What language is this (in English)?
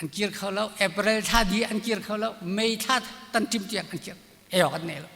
Hakha Chin